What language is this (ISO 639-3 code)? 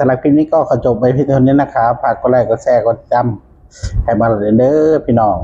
tts